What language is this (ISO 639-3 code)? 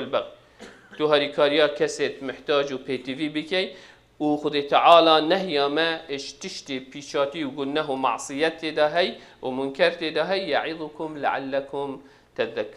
kur